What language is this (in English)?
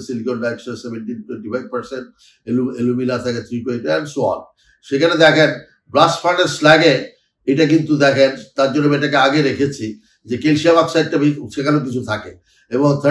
Bangla